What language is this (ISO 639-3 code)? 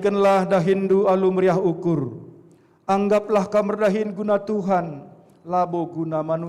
btx